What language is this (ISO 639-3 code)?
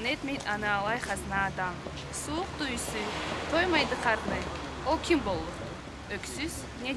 krc